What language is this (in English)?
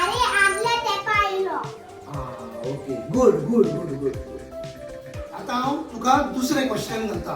Konkani